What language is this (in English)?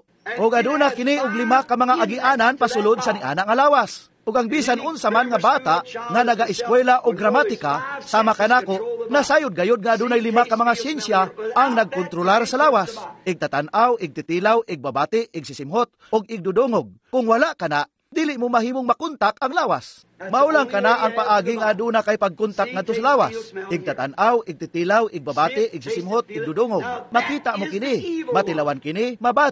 Cebuano